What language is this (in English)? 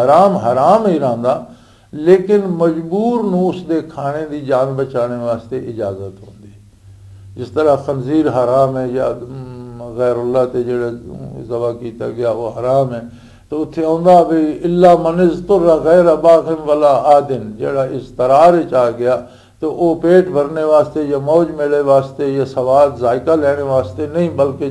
Western Panjabi